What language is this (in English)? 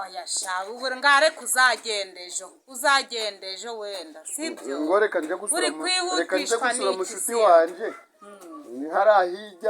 Kinyarwanda